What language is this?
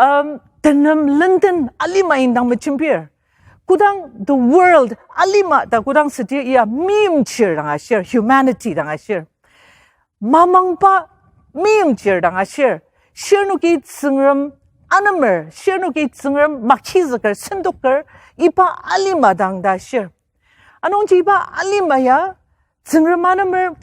Ao Naga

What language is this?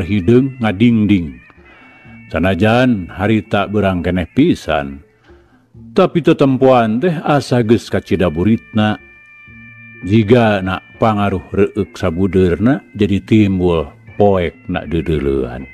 Sundanese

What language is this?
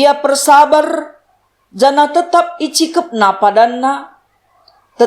Batak Karo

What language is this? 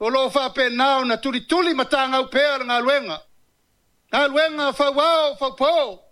Samoan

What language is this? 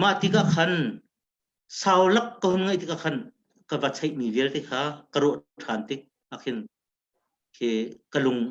Hakha Chin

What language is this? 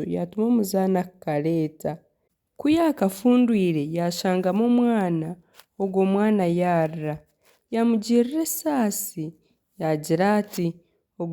Nyankole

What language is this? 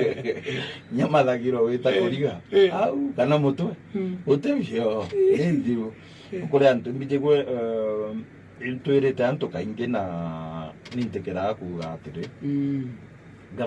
Meru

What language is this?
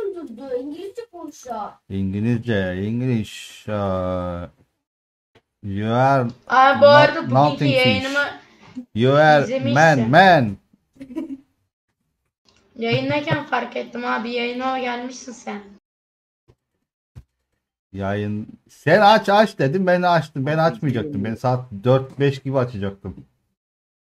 Turkish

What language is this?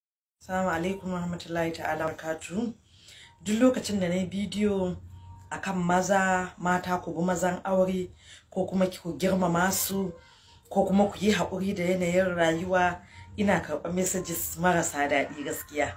Hausa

